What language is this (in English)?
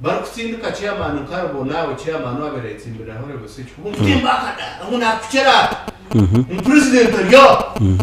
Nyankole